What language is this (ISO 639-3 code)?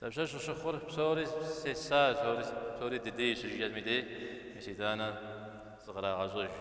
kbd